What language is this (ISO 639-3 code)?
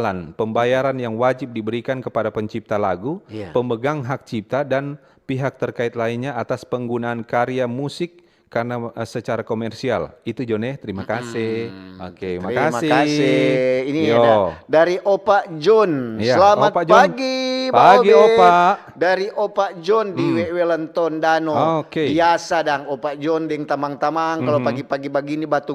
xmm